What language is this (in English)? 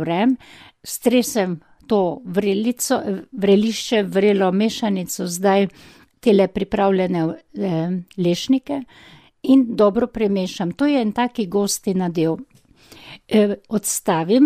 Slovenian